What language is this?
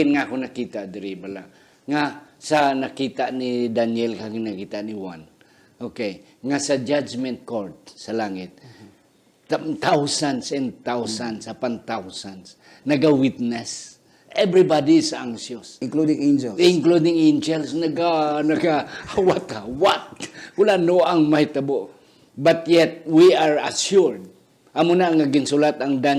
Hiligaynon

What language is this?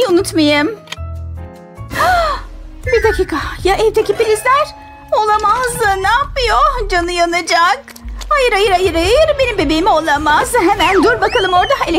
Turkish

